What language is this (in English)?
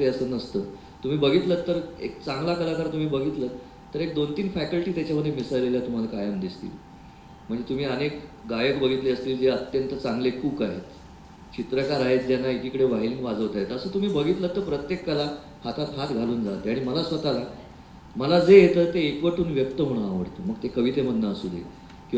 Marathi